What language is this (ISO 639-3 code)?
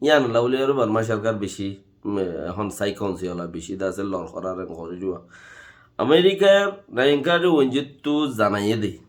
rhg